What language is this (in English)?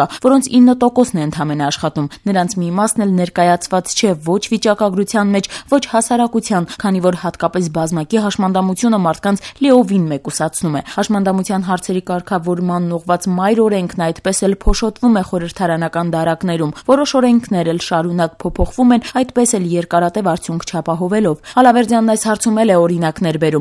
Armenian